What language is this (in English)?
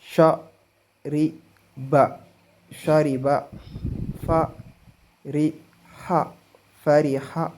Wolof